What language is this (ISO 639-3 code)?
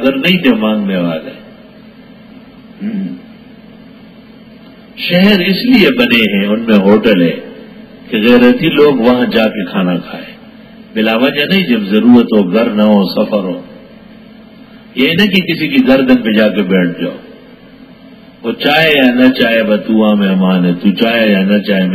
urd